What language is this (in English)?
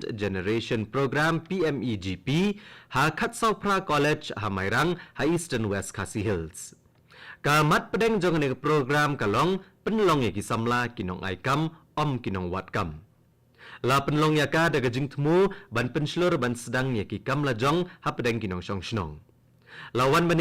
Khasi